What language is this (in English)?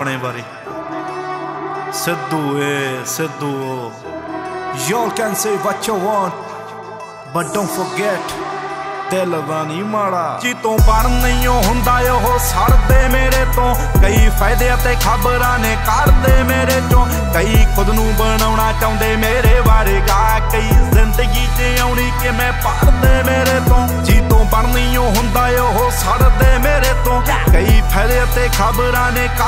Punjabi